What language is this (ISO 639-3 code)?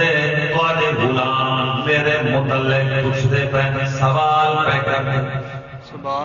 skr